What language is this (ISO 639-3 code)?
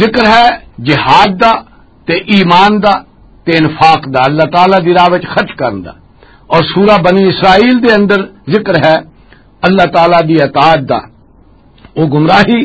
lah